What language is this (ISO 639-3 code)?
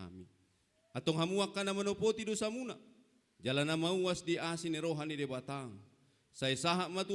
bbc